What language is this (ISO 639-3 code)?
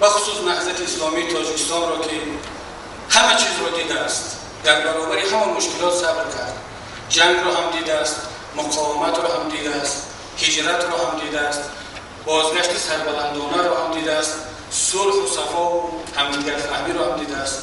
tgk